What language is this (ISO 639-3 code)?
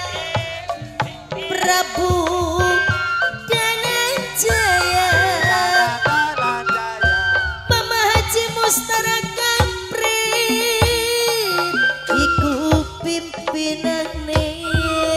jav